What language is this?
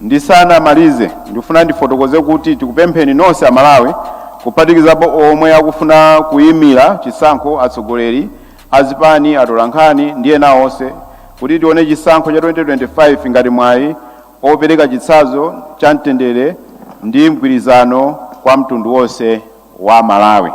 Nyanja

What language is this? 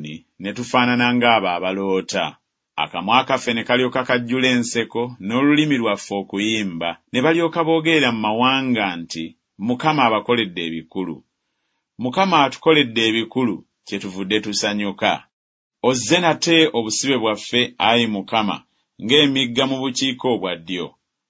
Ganda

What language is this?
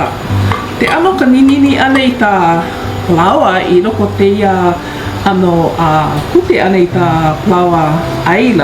Hawaiian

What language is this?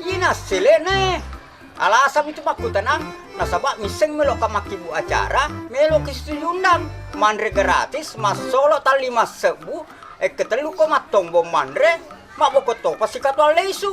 Buginese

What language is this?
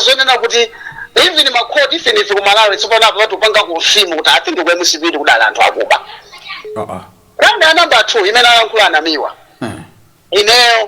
Nyanja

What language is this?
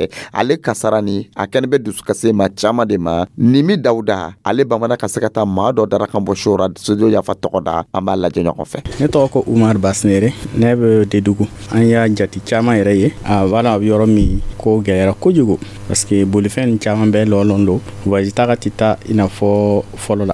Dyula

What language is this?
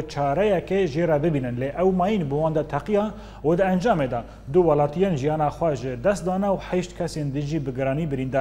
Kurdish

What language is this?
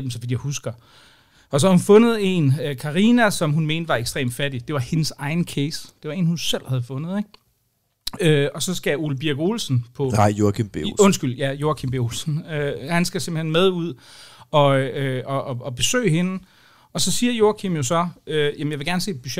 Danish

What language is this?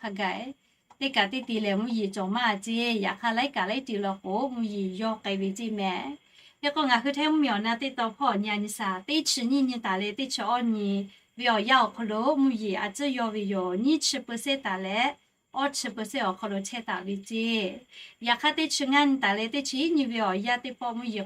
Lahu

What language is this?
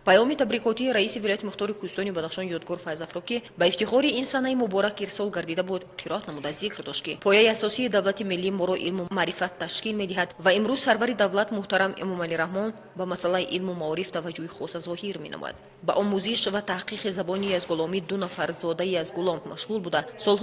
Tajik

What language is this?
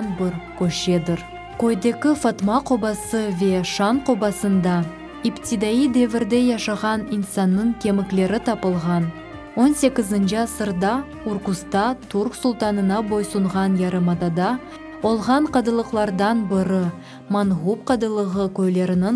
Crimean Tatar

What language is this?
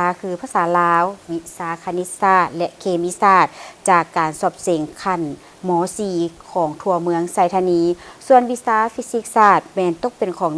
Lao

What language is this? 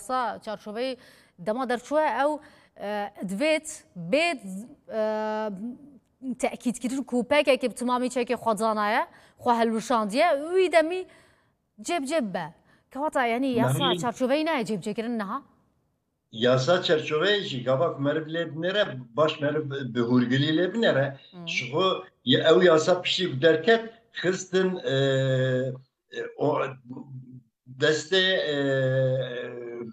Kurdish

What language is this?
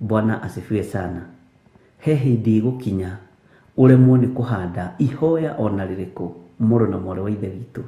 Kikuyu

